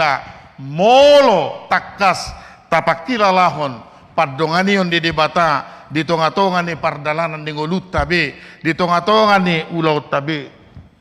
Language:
Batak Toba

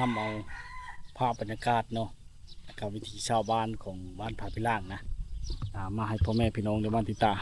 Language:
Lao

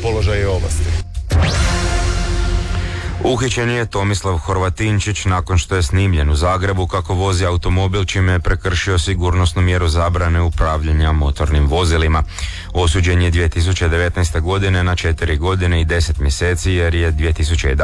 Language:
Croatian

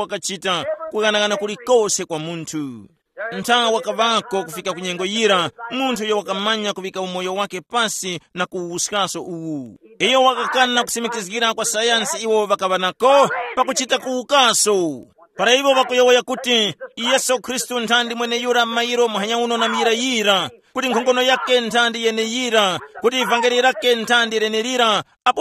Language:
Tumbuka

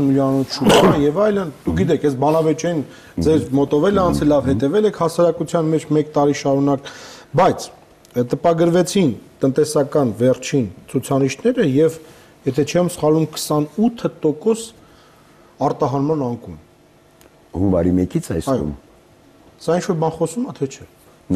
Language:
Armenian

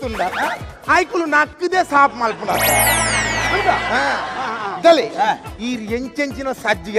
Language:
Tulu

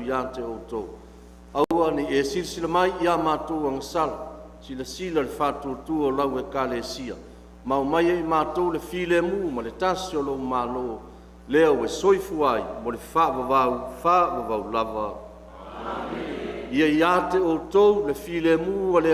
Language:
Samoan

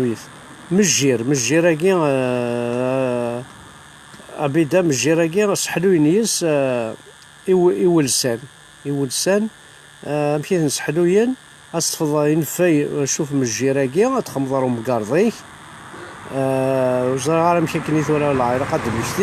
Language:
Kabyle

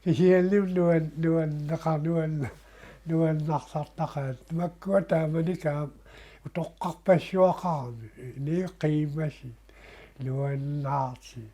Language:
Kalaallisut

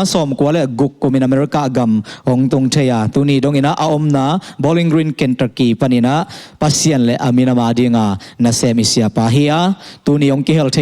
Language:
Tedim Chin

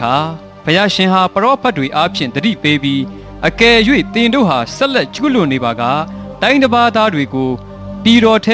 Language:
Burmese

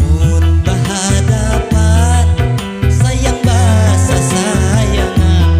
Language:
Banjar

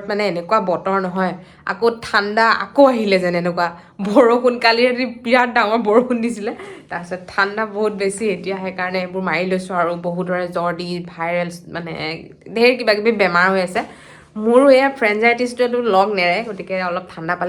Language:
Assamese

